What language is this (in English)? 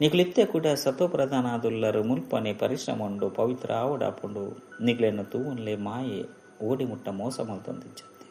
Tulu